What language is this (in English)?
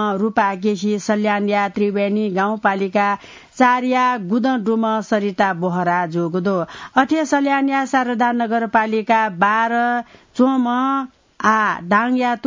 Newari